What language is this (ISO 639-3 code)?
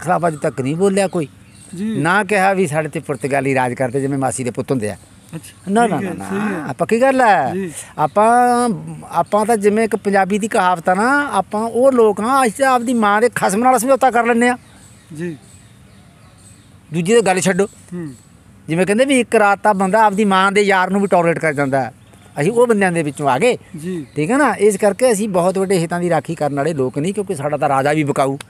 pan